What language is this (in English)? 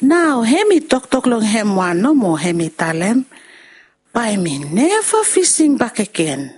Bislama